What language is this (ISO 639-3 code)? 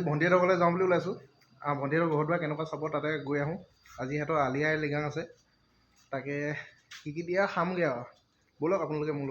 asm